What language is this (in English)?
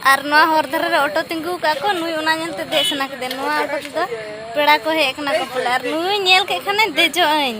Santali